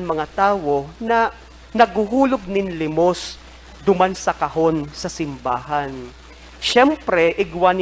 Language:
Bikol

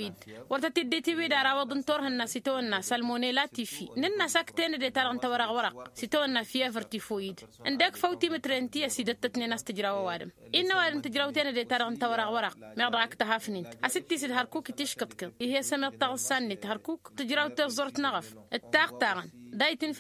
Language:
Tamasheq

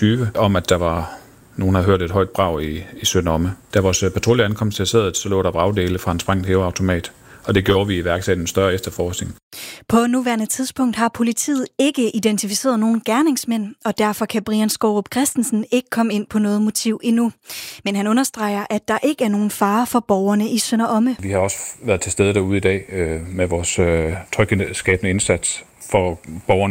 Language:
Danish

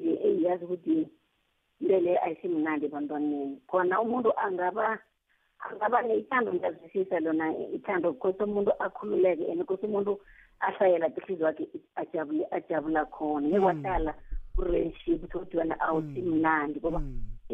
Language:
South Ndebele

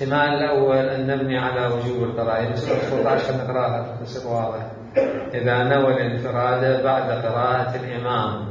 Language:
Mesopotamian Arabic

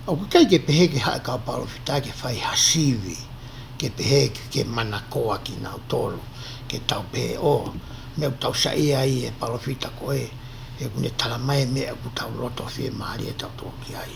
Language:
Tongan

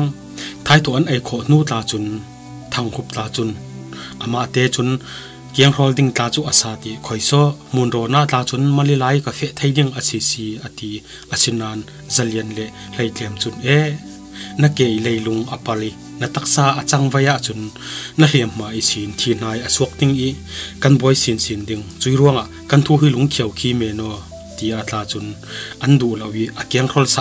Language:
Falam Chin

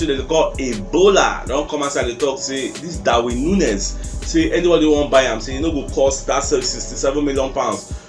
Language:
Nigerian Pidgin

